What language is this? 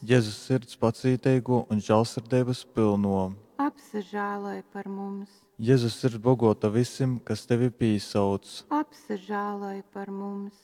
Latgalian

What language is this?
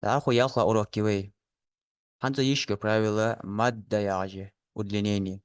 Ingush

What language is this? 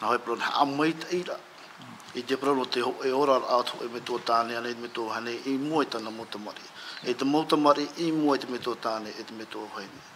Tahitian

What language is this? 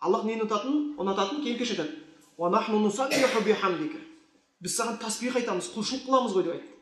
Kazakh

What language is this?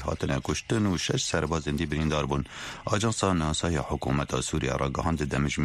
Kurdish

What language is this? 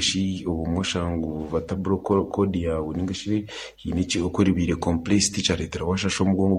Nyankole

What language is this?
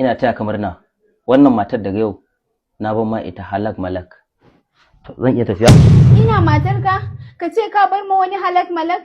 Hausa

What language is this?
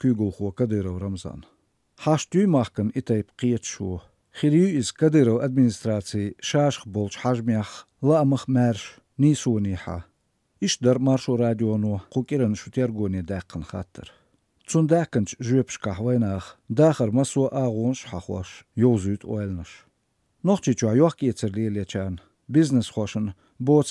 Chechen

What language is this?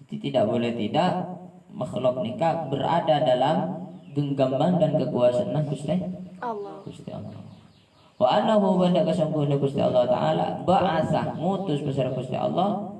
Madurese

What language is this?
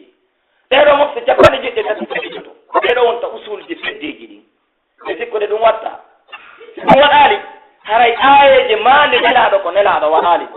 Pular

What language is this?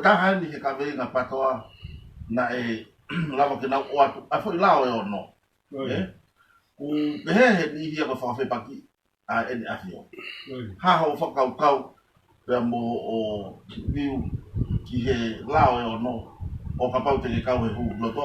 Tongan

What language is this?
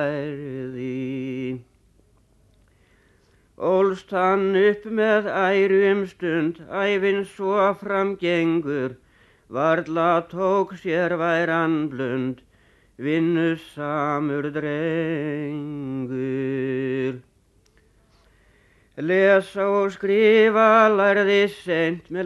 Icelandic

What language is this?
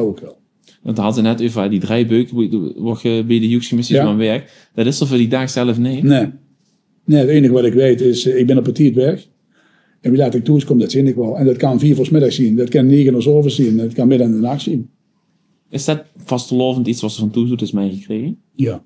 Limburgish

